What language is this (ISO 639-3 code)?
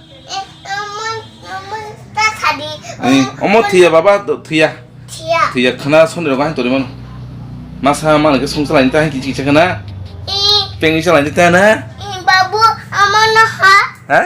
trp